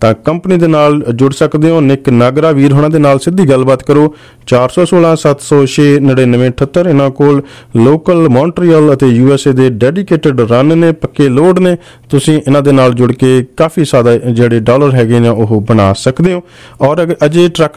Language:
Punjabi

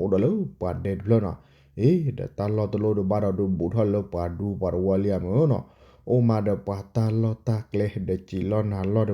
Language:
S'gaw Karen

